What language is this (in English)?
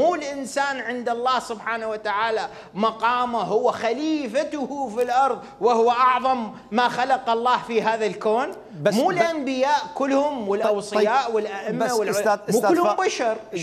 Mesopotamian Arabic